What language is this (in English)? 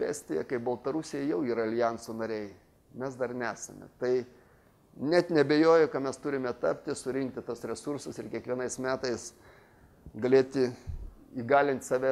Lithuanian